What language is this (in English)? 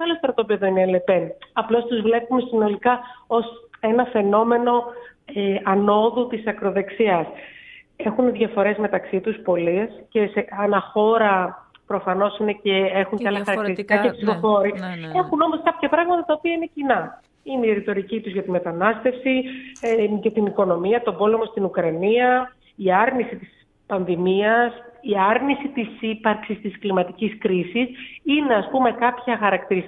Greek